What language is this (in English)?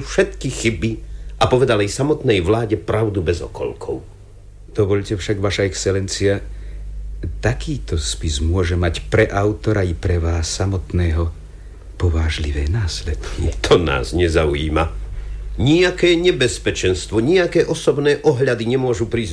Slovak